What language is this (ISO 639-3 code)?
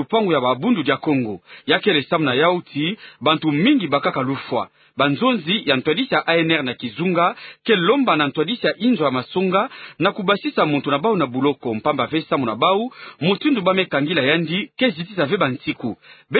ktu